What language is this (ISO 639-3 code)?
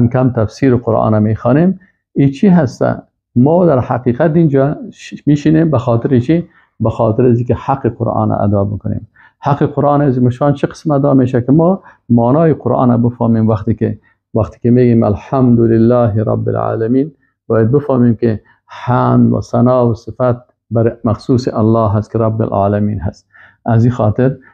fas